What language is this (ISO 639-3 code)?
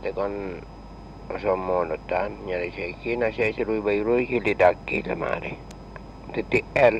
mad